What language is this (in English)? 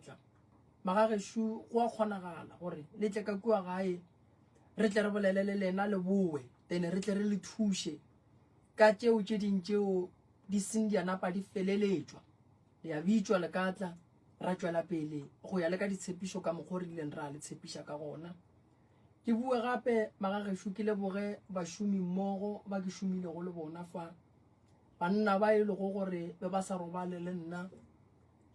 Northern Sotho